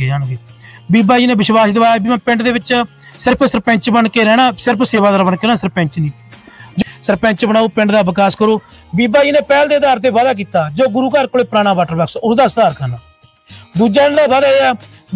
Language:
Punjabi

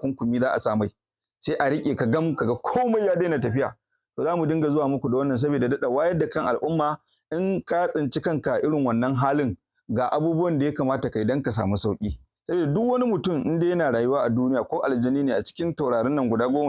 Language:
Hausa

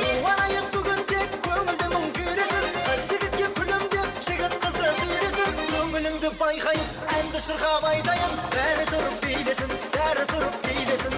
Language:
Kara-Kalpak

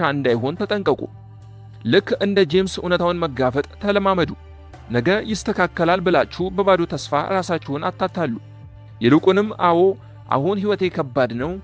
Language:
Amharic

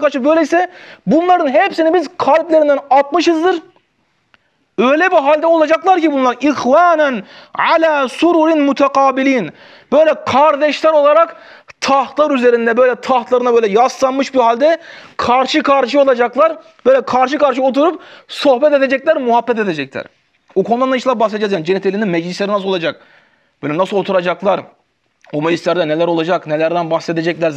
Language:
Turkish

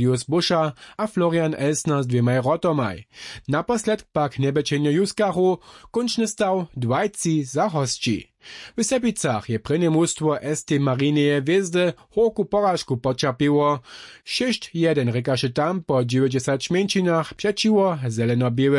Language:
Upper Sorbian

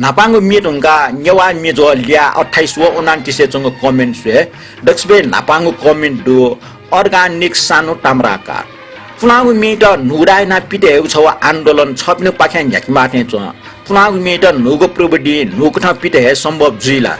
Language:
Newari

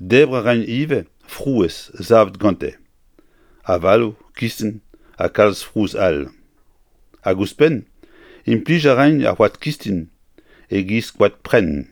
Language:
Breton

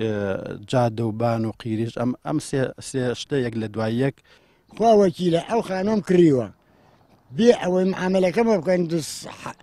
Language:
Central Kurdish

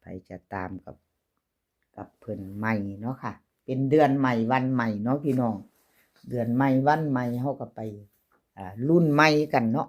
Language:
Northeastern Thai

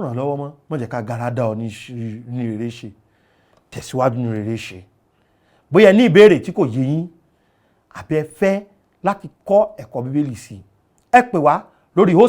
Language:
Yoruba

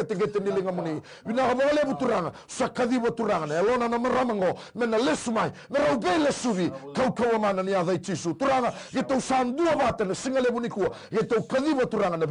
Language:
Fijian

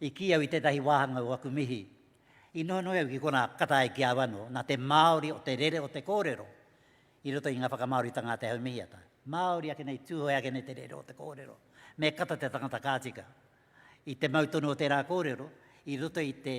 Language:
Māori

